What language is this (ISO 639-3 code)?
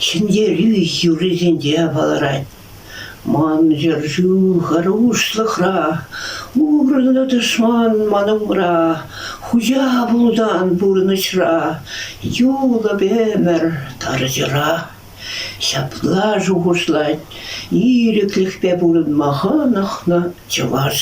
chv